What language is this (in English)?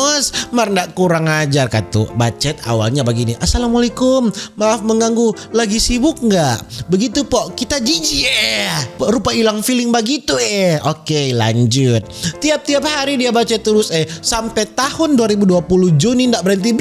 Manado Malay